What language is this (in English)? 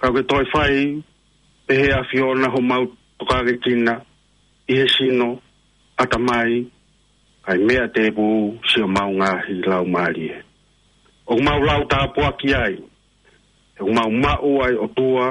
Tongan